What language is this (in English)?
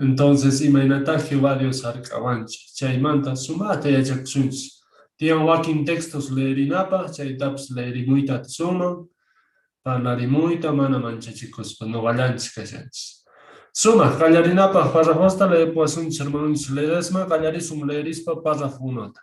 South Bolivian Quechua